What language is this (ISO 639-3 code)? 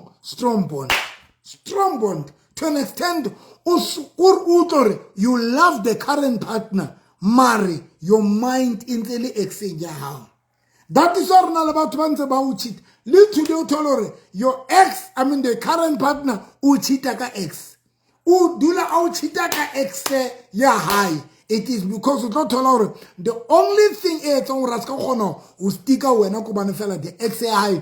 sot